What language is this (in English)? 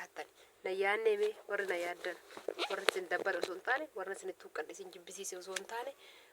Oromo